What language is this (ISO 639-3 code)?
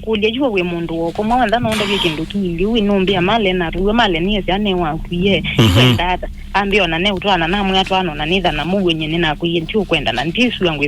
kam